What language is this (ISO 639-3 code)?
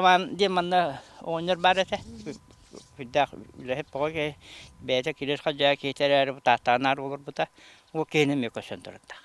sah